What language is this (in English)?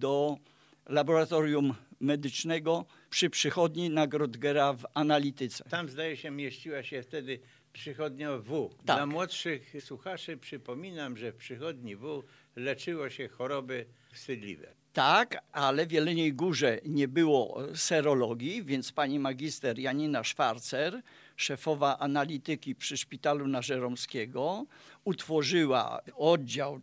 Polish